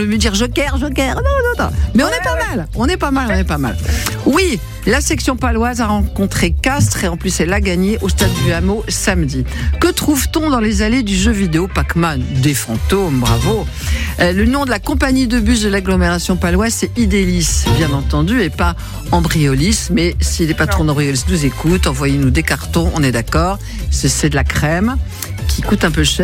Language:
French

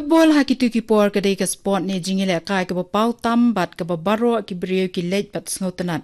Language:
Khasi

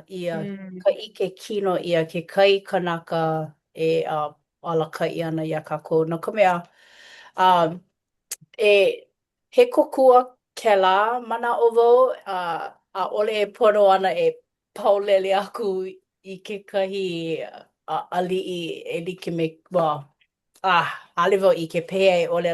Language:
Hawaiian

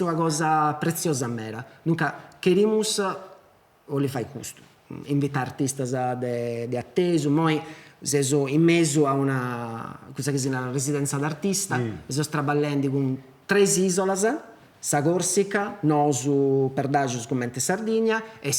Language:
Sardinian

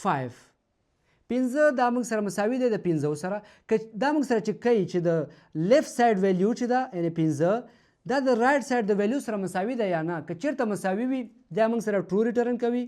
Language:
Pashto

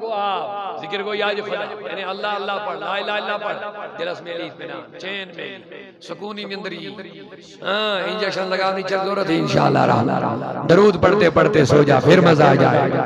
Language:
Kashmiri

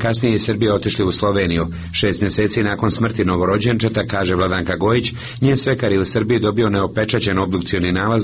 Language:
Serbian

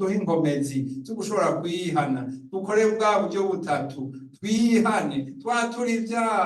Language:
Rundi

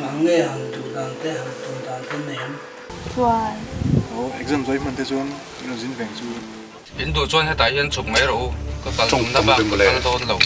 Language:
Mizo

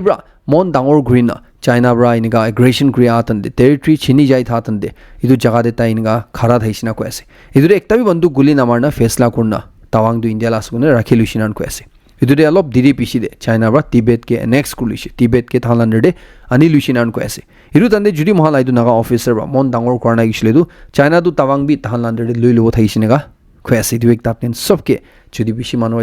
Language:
Naga Pidgin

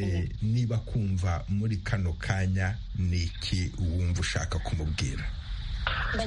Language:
Kinyarwanda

